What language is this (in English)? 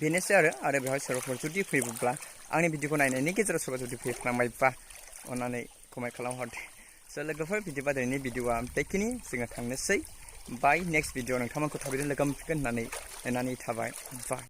Bodo